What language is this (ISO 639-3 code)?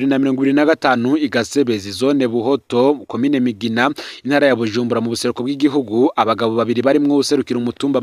run